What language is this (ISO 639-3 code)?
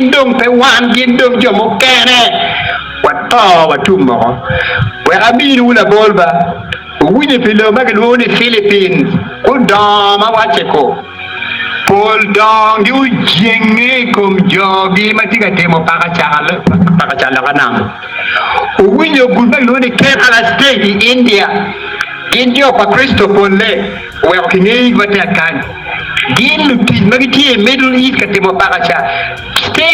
ach